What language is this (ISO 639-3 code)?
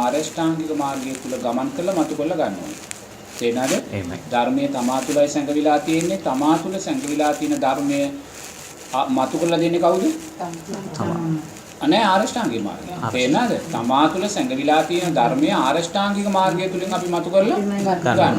sin